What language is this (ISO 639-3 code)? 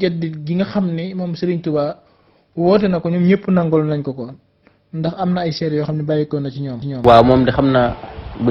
wol